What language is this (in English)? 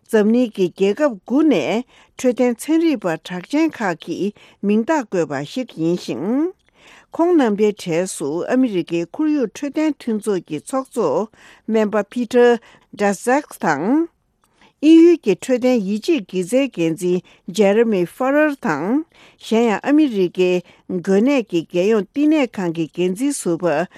Tibetan